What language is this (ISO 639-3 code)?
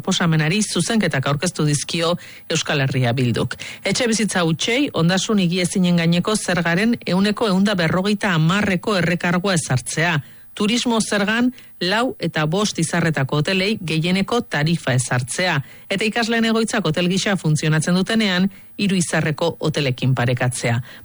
eus